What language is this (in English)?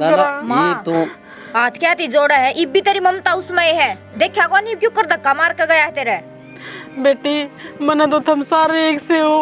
Haryanvi